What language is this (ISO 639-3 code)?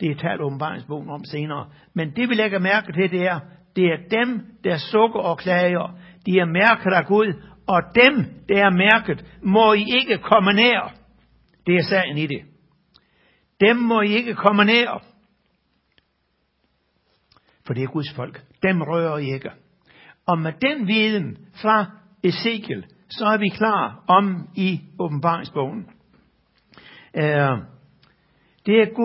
dan